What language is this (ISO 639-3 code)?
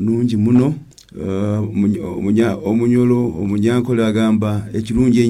nyo